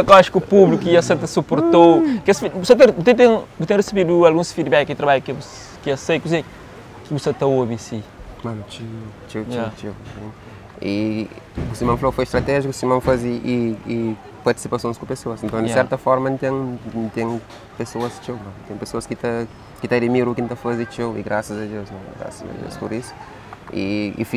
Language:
Kabuverdianu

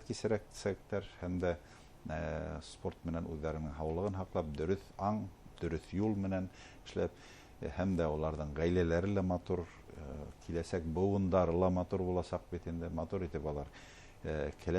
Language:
Bashkir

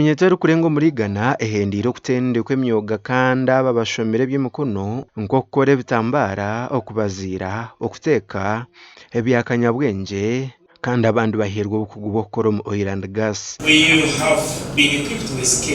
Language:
Nyankole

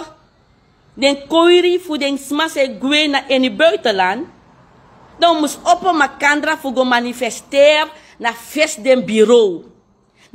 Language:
Sranan Tongo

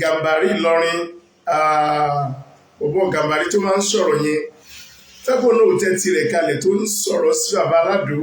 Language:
Yoruba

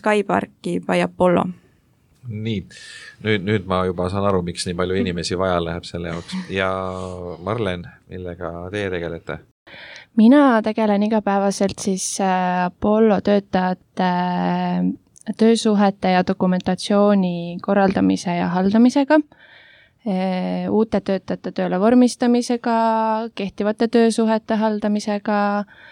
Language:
Estonian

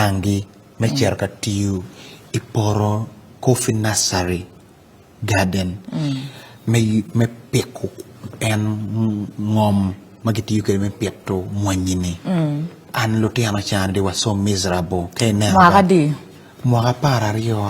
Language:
Acoli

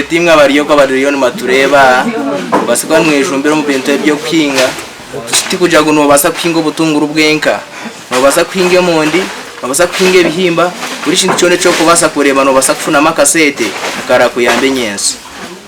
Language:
Nyankole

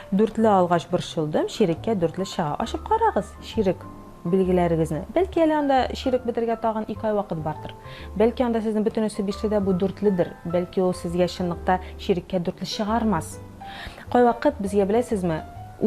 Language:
Tatar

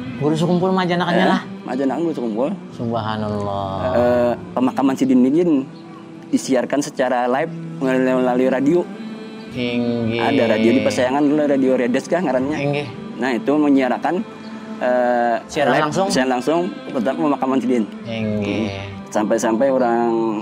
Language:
Banjar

